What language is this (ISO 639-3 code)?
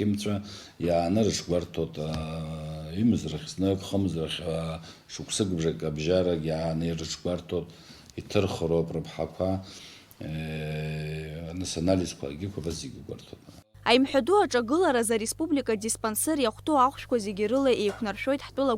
abk